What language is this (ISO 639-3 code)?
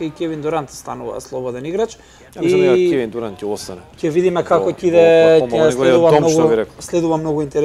mkd